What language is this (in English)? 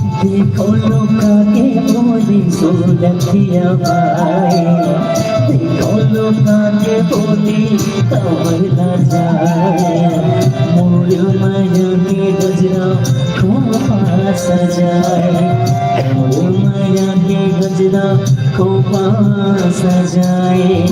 Chhattisgarhi